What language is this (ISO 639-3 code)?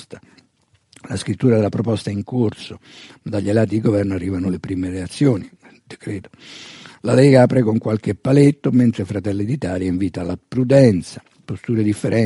ita